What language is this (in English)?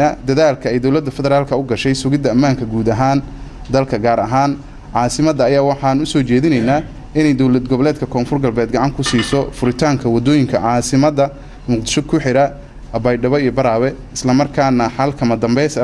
Somali